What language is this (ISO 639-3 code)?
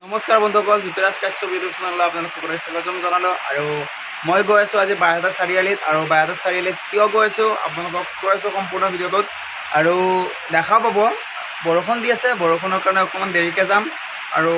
asm